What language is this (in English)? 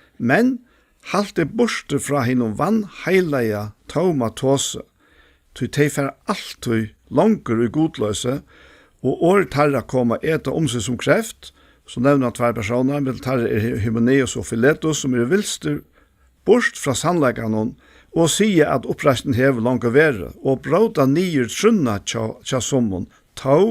Faroese